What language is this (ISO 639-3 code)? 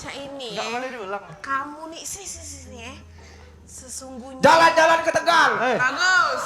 mui